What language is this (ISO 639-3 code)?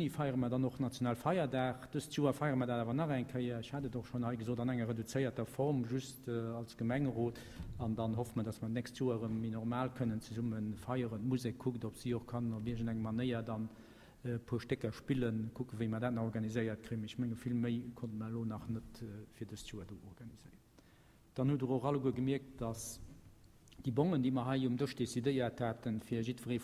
ltz